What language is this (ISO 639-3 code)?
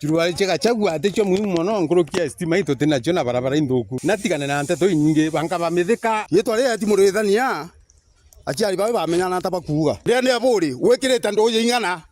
mer